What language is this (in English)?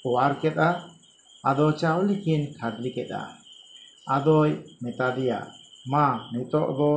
Santali